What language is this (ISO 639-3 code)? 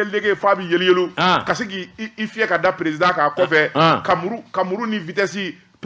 bam